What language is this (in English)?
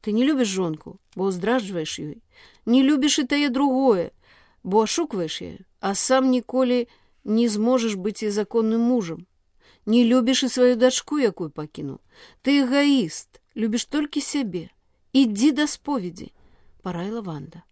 Belarusian